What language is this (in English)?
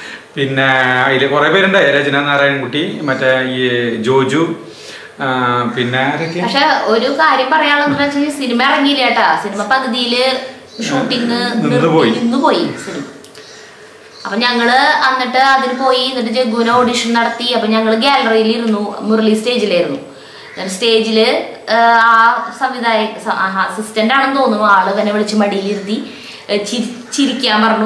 Malayalam